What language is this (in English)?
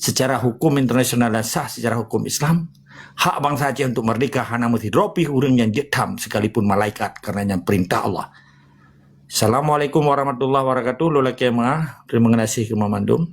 Achinese